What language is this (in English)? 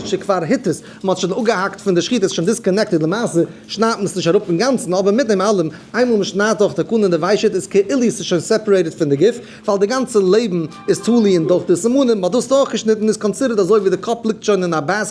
Yiddish